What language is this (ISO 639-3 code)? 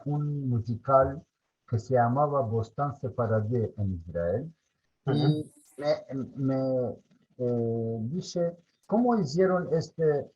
lad